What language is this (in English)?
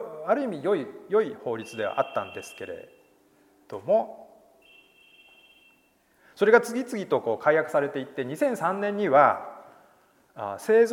Japanese